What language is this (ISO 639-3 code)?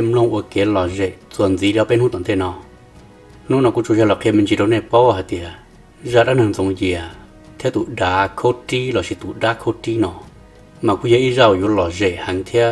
hmn